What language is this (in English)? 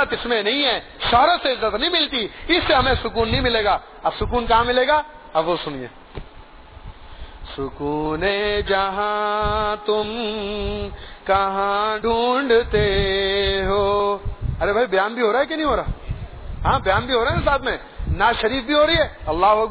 Urdu